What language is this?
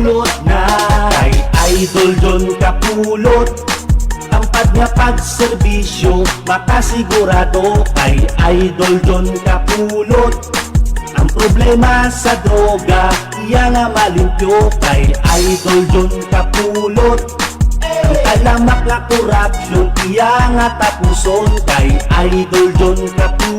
Hiligaynon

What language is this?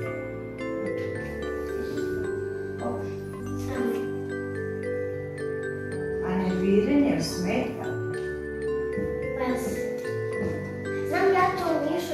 Serbian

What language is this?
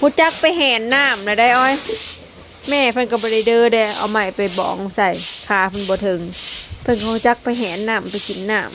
Lao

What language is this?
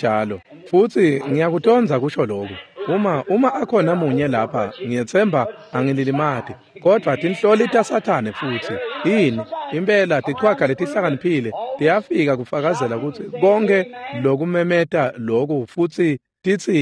Swati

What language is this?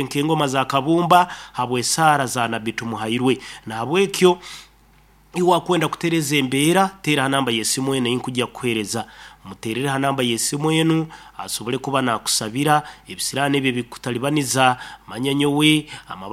Nyoro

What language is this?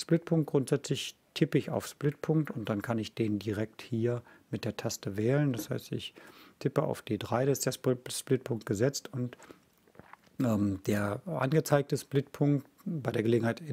German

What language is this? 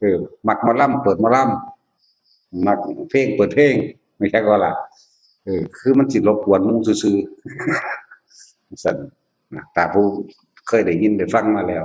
Northeastern Thai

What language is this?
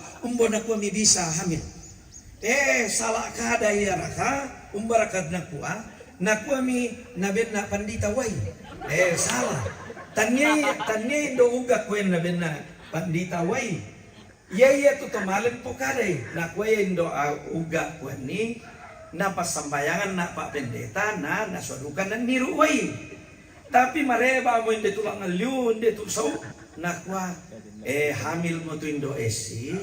Toraja-Sa'dan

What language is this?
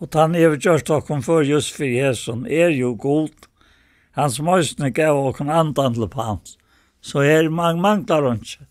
Faroese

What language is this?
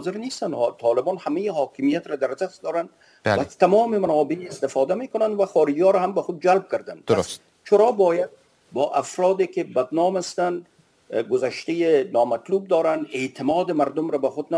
Persian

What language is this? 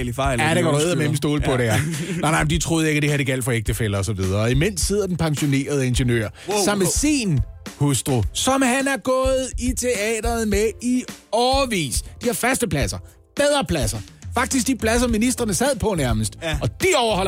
Danish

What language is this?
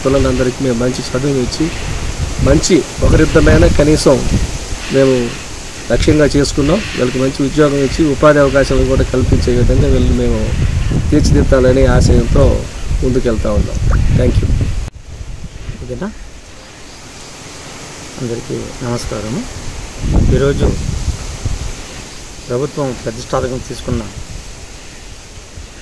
Telugu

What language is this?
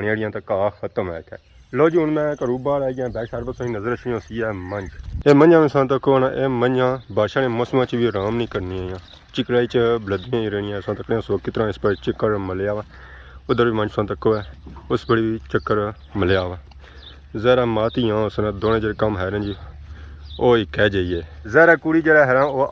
Pahari-Potwari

